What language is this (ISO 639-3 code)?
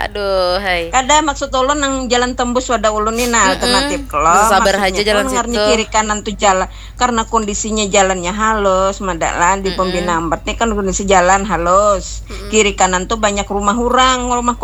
bjn